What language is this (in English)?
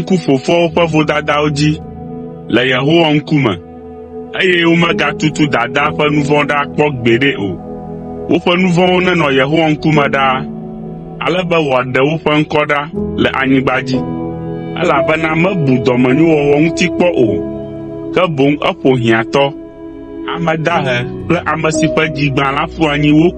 Ewe